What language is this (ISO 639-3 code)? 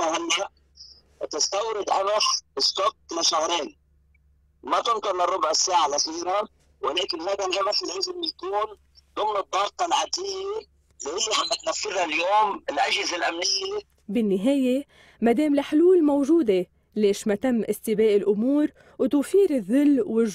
apc